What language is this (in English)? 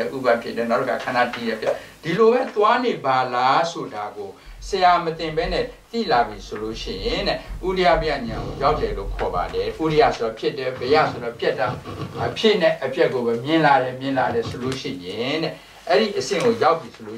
Burmese